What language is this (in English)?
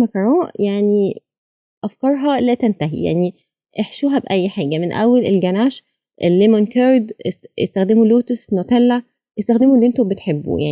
Egyptian Arabic